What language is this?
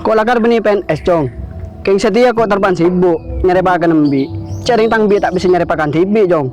Madurese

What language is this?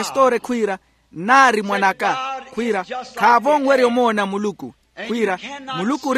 Makhuwa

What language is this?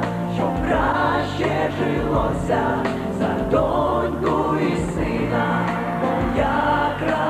Ukrainian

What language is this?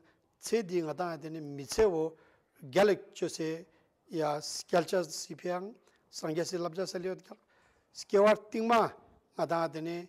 Ladakhi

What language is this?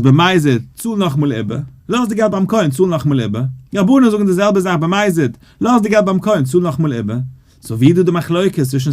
Yiddish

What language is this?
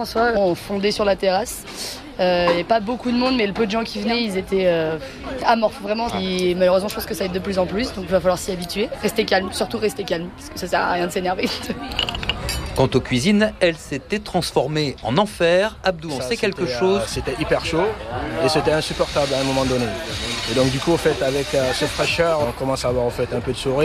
French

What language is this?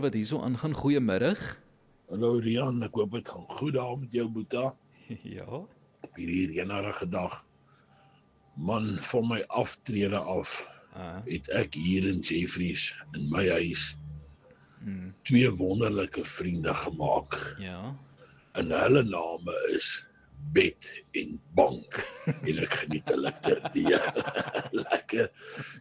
Afrikaans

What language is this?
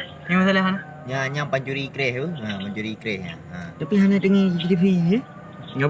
Achinese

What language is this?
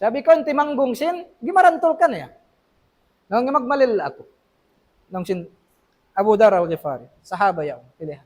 Tausug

